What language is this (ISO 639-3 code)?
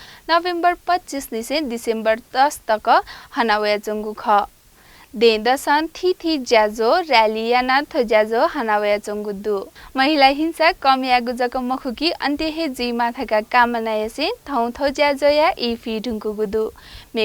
new